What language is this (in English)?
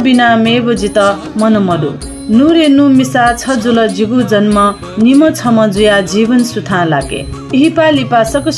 Newari